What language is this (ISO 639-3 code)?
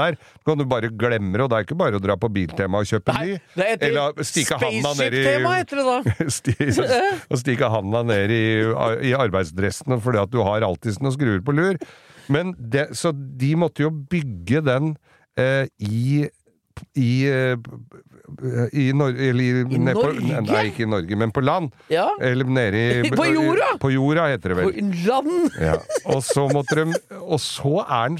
nor